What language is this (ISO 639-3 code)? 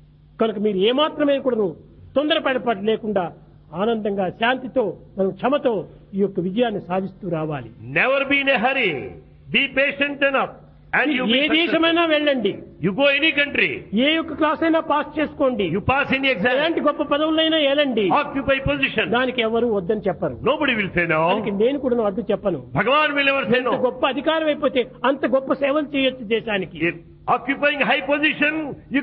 tel